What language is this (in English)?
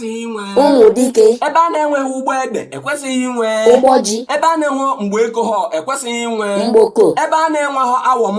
Igbo